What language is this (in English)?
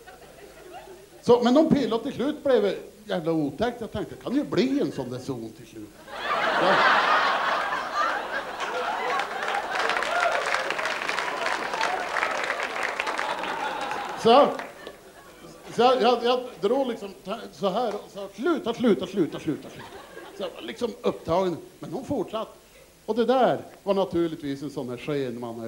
Swedish